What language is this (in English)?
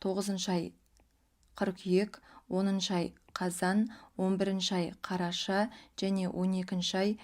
Kazakh